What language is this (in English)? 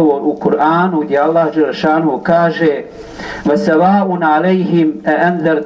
Bosnian